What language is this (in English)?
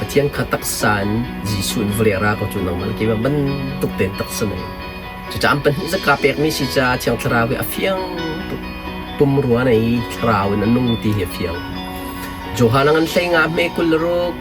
Hakha Chin